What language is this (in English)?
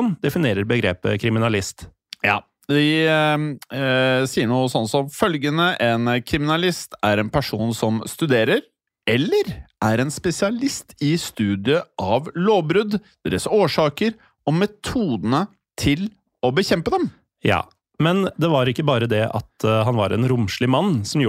Norwegian